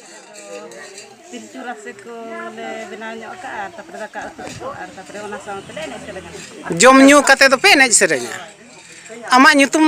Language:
Santali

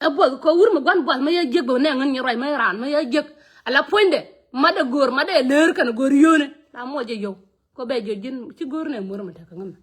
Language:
Nuer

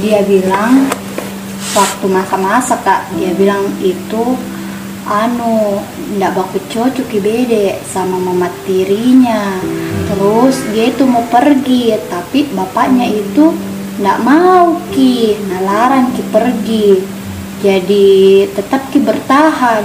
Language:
Makassar Malay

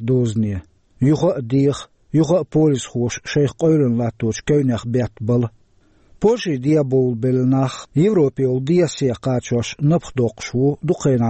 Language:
Chechen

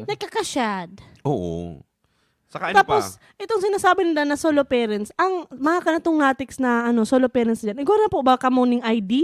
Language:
Bikol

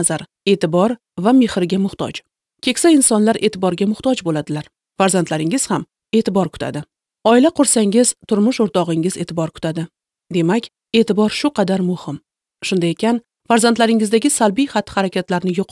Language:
Uzbek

